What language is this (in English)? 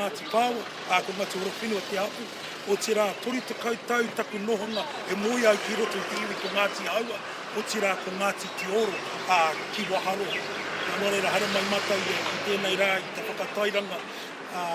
Māori